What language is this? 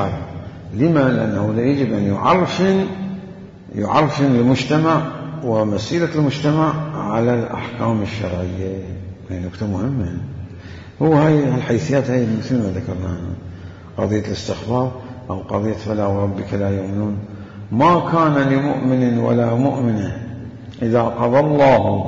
Mesopotamian Arabic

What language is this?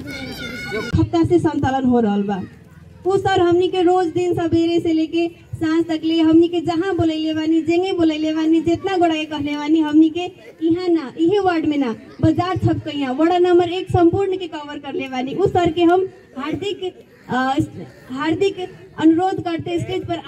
Bhojpuri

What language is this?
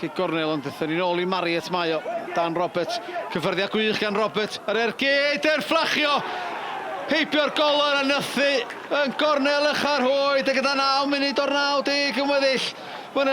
Welsh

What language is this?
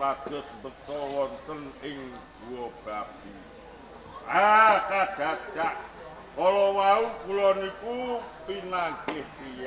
Javanese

